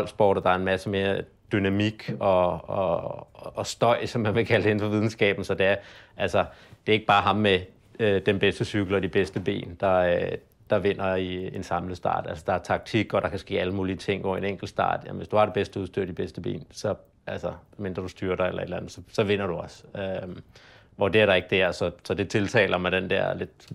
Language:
Danish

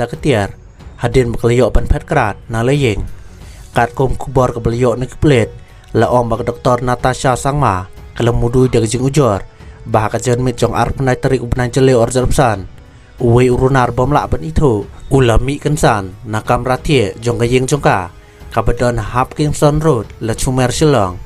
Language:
Khasi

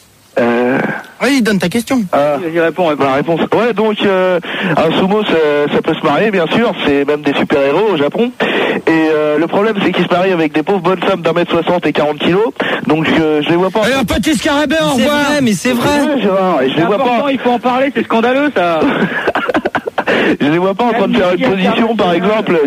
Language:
French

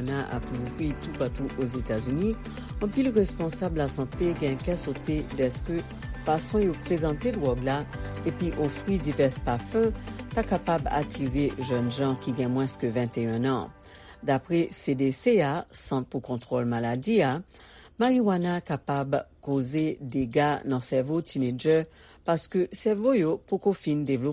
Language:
Haitian Creole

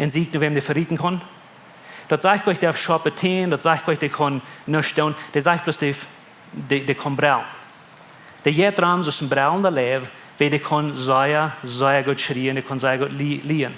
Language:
Plautdietsch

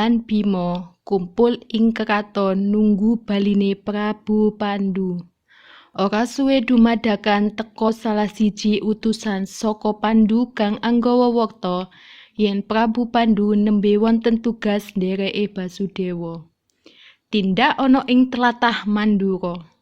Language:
Javanese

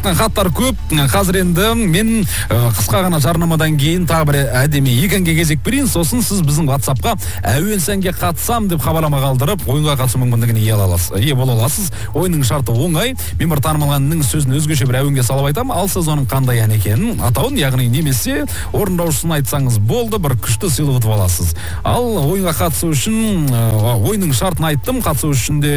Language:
Kazakh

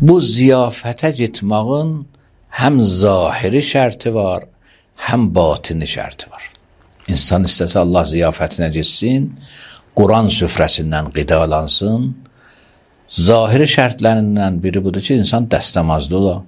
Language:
Azerbaijani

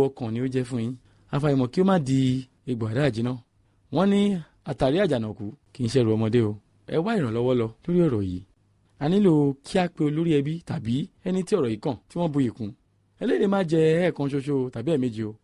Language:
Yoruba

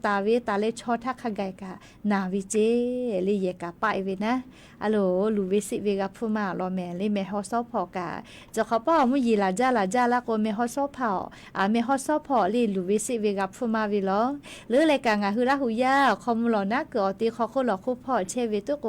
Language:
Lahu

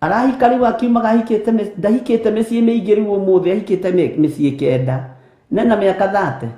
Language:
Kikuyu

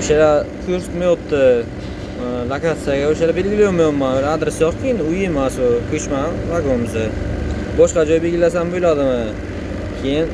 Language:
Uzbek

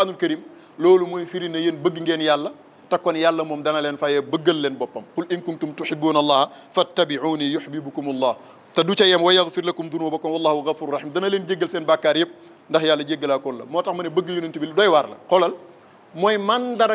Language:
Wolof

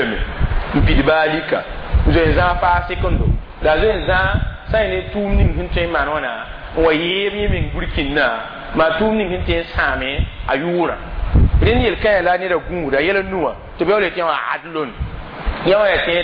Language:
Mossi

